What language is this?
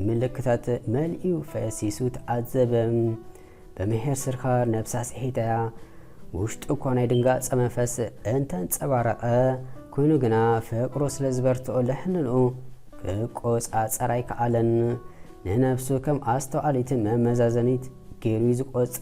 Tigrinya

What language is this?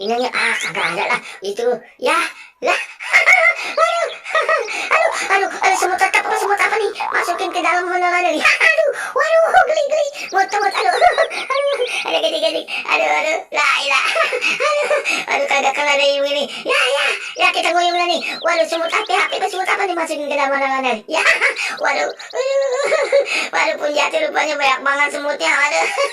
Betawi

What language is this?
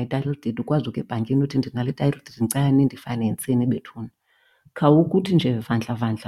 Xhosa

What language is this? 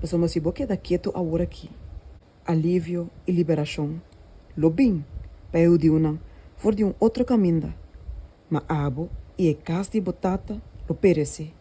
Papiamento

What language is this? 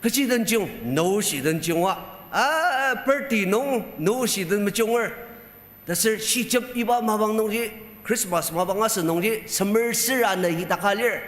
Ao Naga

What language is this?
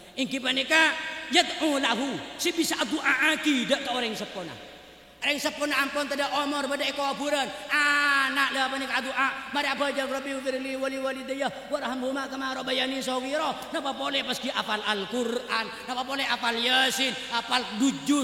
Madurese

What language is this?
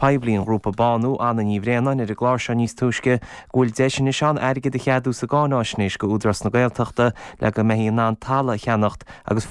Irish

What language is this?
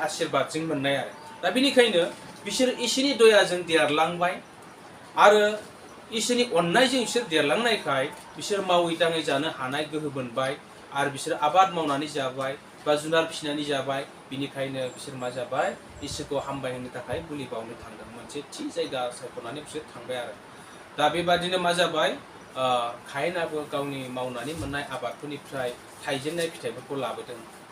Bodo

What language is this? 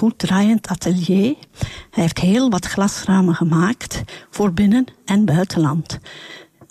Dutch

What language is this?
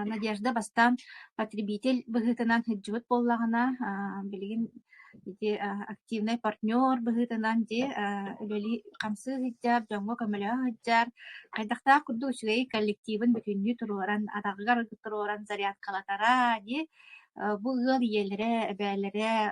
Yakut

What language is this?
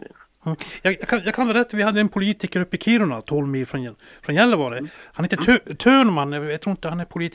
Swedish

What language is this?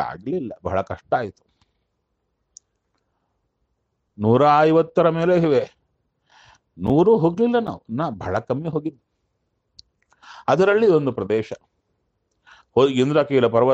Kannada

